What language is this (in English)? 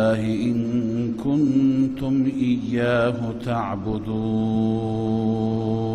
Persian